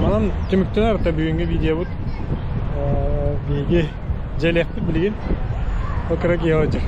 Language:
Yakut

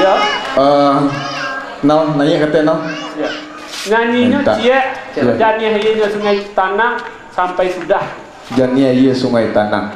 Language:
Minangkabau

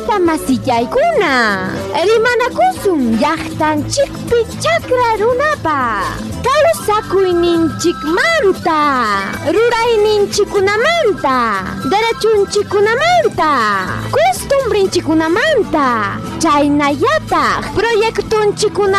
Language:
Ayacucho Quechua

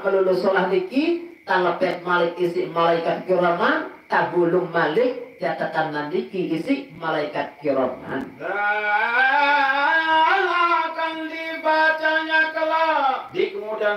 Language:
Sasak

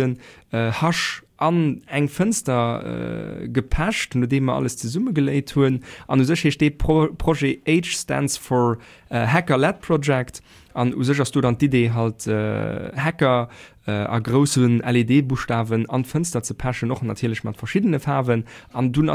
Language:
Luxembourgish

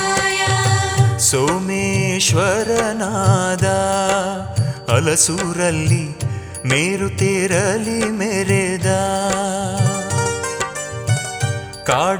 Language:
Kannada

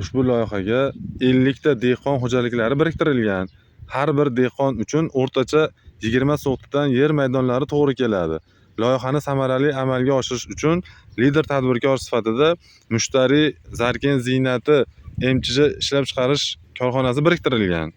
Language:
Uzbek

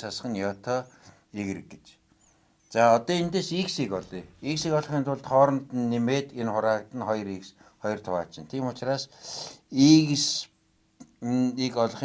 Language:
Mongolian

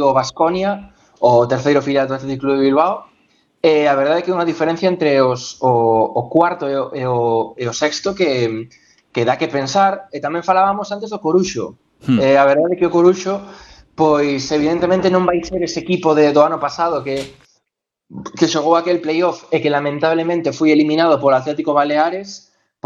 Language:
Galician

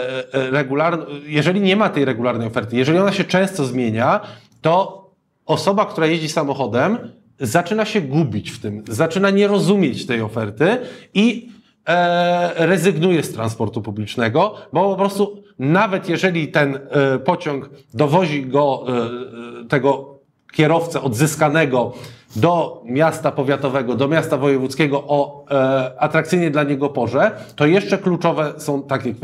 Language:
Polish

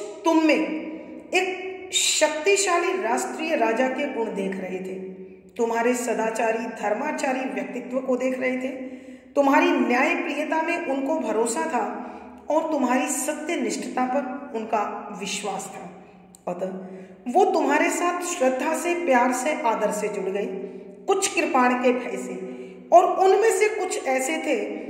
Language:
Hindi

